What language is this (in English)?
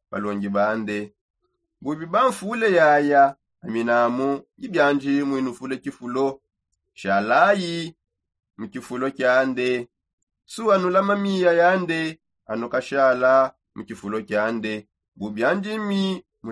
Songe